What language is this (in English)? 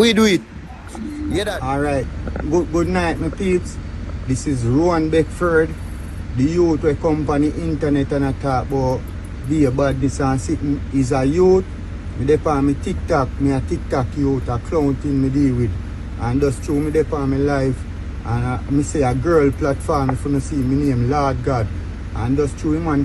Jamaican Creole English